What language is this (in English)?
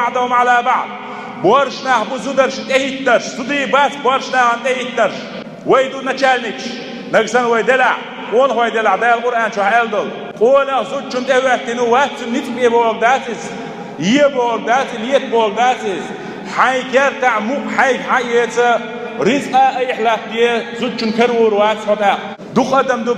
Chechen